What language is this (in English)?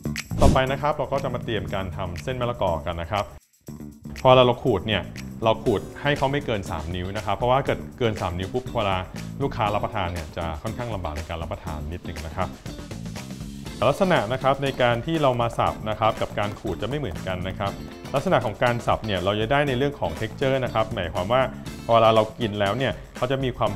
Thai